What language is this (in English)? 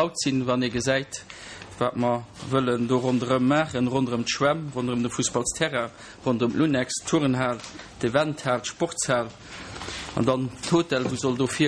Luxembourgish